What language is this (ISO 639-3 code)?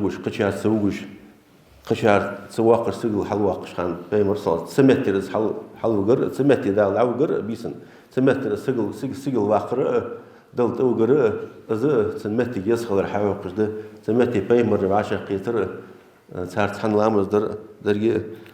inh